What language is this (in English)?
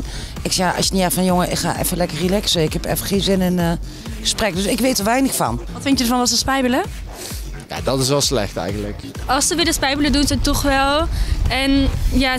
Dutch